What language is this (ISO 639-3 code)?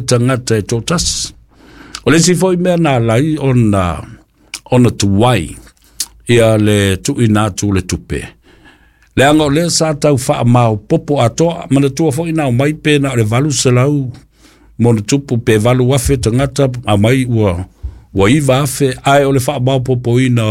smo